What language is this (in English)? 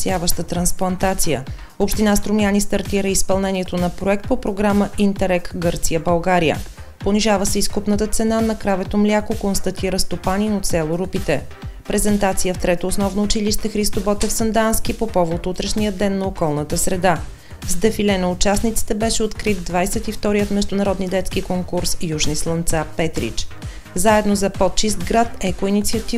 Bulgarian